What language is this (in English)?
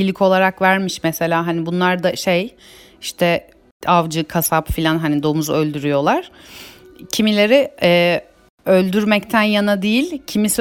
Turkish